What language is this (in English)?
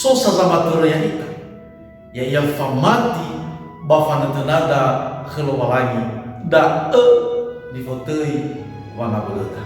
Nias